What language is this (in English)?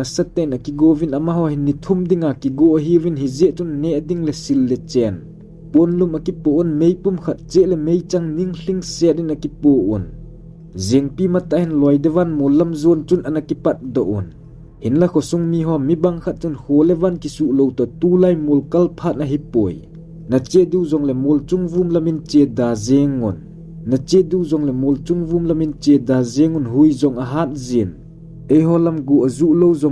Thado Chin